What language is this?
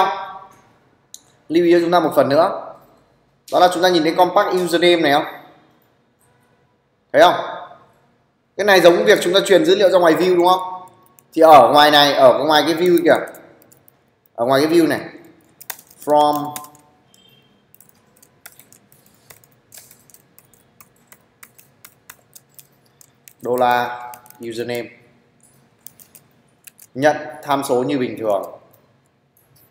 Vietnamese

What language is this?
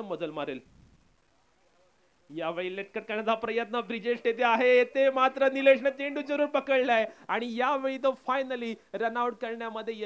Marathi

